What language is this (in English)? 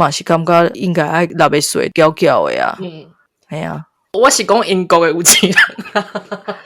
Min Nan Chinese